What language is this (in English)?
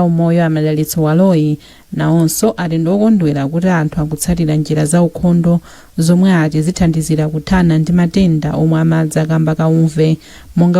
Nyanja